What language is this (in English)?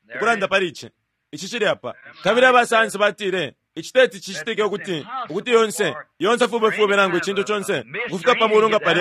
Bemba